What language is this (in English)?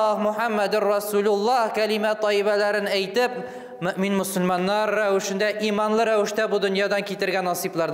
Tatar